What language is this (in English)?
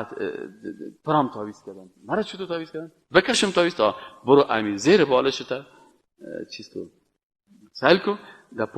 Persian